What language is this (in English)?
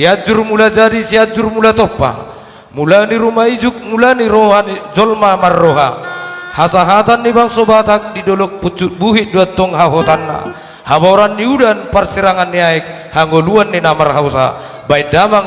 Batak Toba